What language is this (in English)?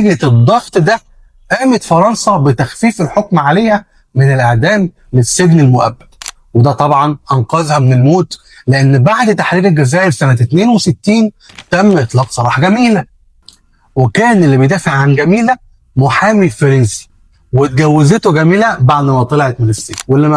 Egyptian Arabic